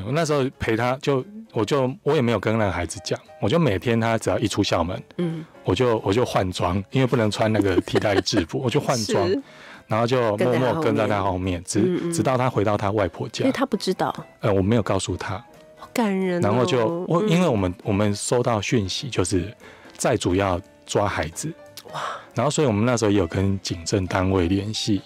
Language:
Chinese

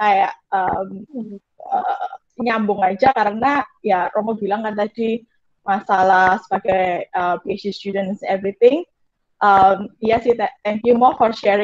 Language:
Indonesian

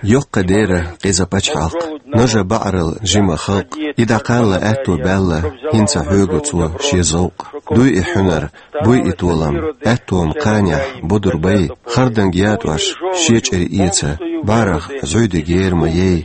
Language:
Chechen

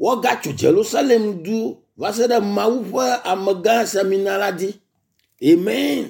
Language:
Ewe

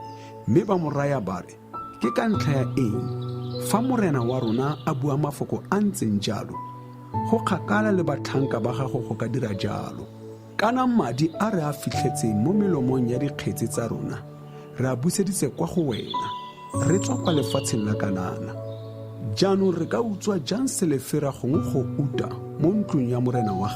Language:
Tswana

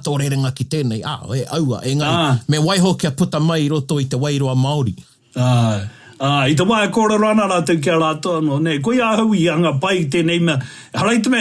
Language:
Māori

